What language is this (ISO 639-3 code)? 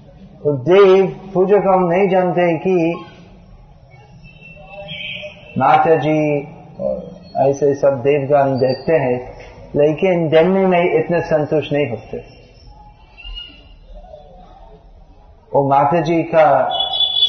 hin